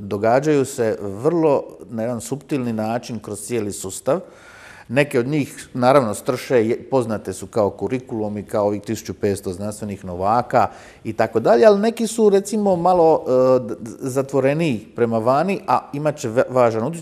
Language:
Croatian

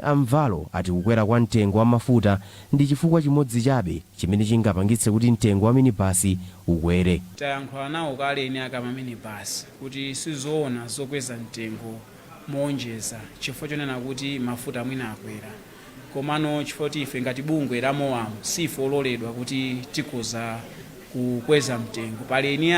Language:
Nyanja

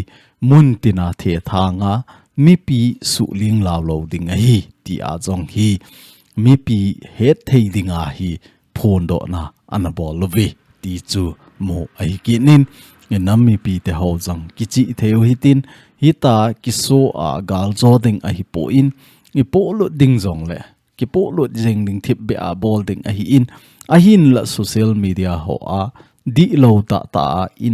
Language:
Thado Chin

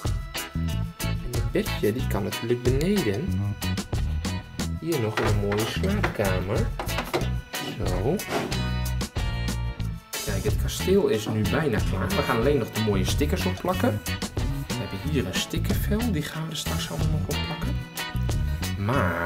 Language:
Dutch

